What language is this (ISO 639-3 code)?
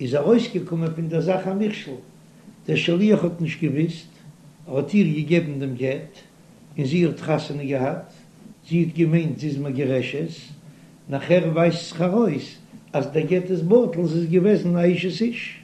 yid